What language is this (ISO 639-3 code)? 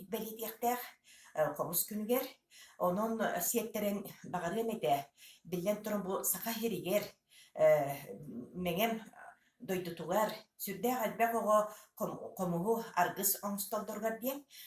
sah